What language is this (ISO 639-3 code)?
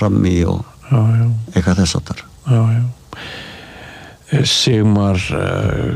isl